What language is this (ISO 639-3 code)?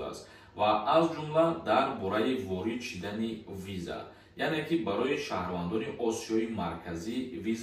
tgk